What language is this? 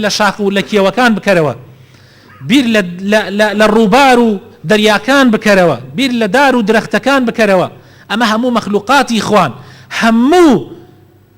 Central Kurdish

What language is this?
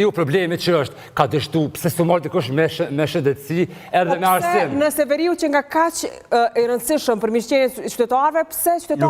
Albanian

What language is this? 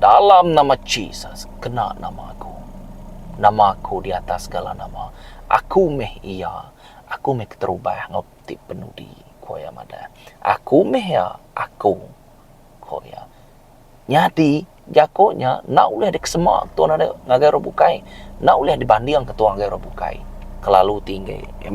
Iban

